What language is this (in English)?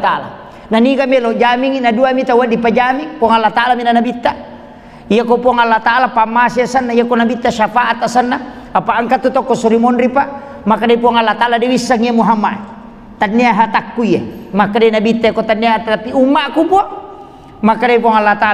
Buginese